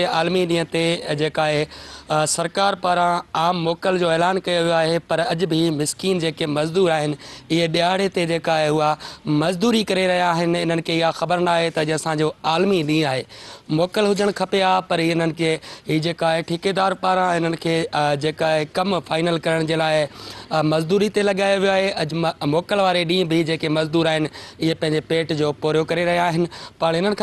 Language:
Sindhi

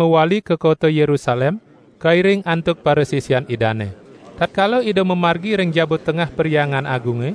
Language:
Balinese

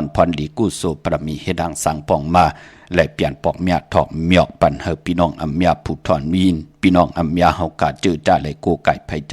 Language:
Shan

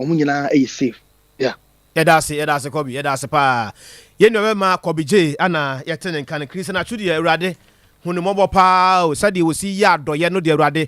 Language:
Akan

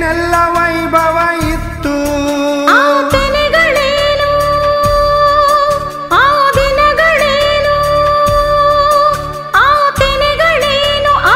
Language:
Kannada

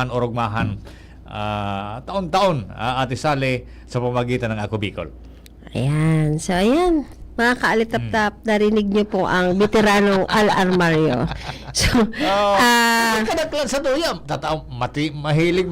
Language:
Bikol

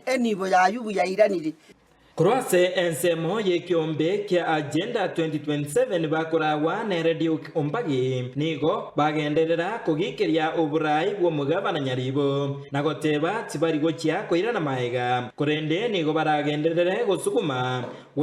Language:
Gusii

